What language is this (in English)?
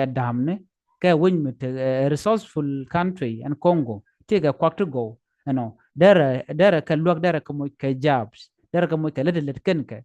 Nuer